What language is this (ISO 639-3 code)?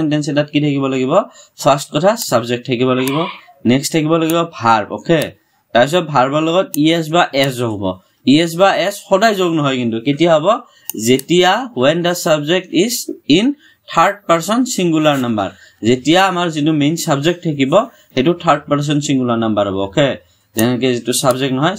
asm